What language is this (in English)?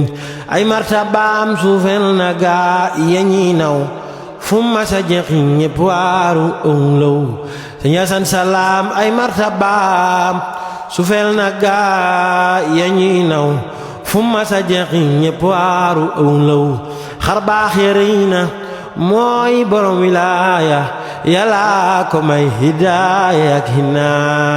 Wolof